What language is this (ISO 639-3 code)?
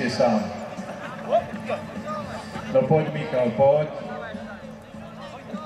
slk